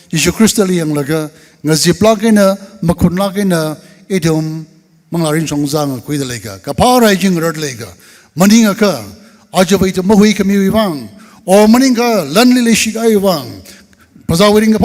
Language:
Tangkhul Naga (India)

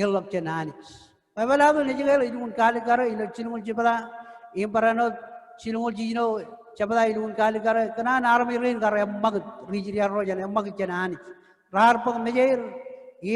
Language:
Marshallese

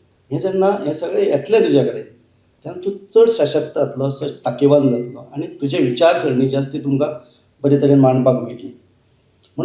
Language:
Konkani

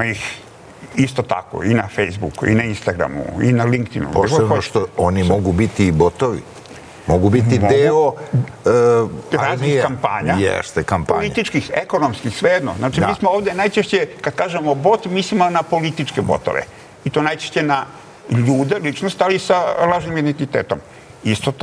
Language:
Serbian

